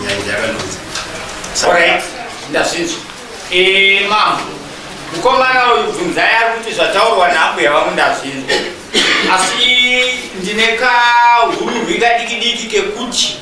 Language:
Shona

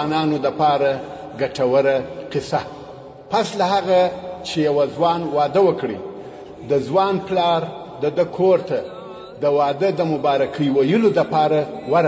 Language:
Pashto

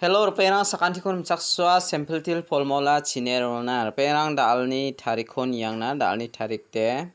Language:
Garo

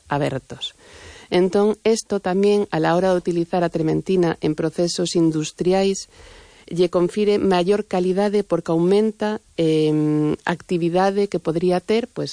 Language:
Galician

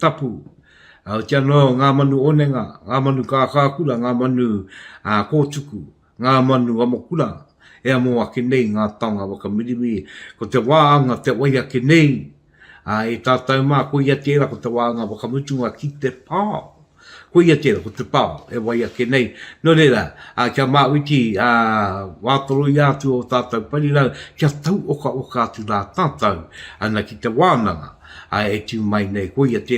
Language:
Māori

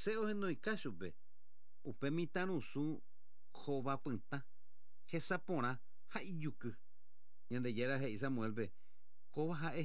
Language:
Guarani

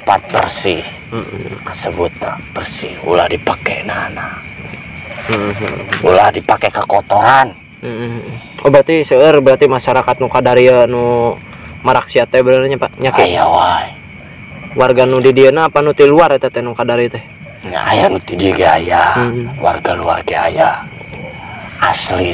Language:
Sundanese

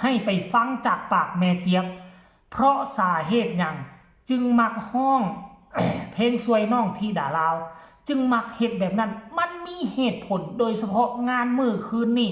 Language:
Lao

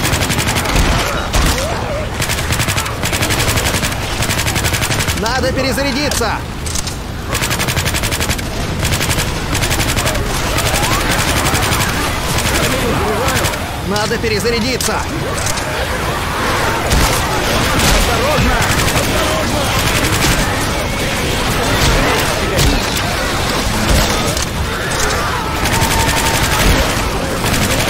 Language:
Russian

